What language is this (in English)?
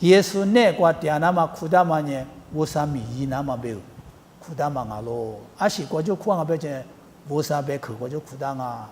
Lisu